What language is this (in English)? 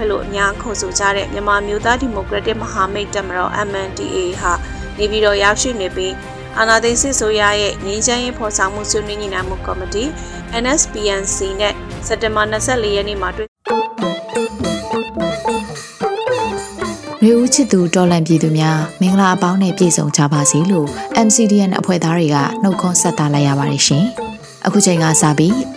Burmese